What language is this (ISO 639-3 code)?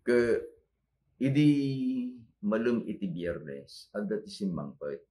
ilo